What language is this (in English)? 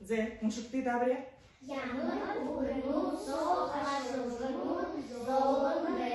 Buriat